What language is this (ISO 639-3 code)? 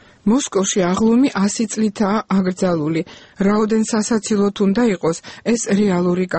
kat